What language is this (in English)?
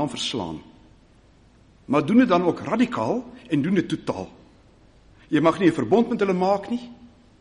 Afrikaans